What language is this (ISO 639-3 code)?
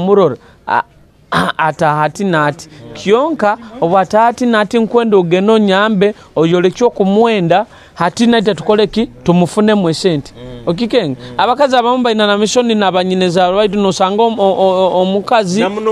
nyo